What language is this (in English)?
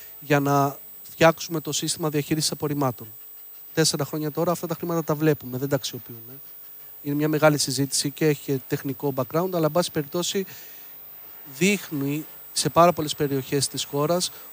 Greek